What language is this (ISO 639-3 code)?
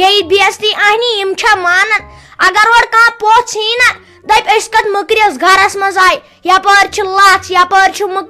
kas